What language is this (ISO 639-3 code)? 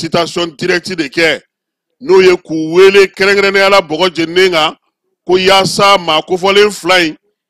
bam